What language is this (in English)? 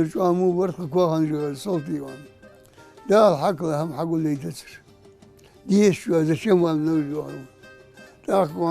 Ingush